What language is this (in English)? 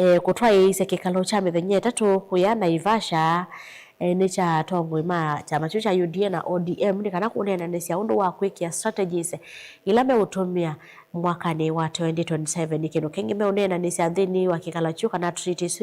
Kamba